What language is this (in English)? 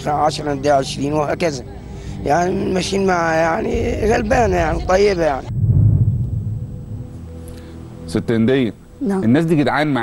Egyptian Arabic